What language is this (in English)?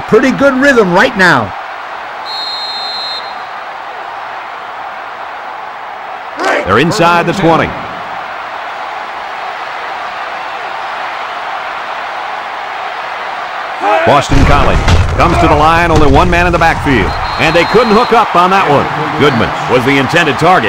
English